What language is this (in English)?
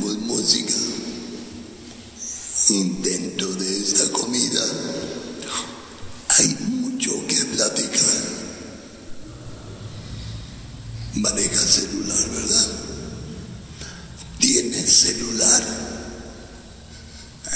Spanish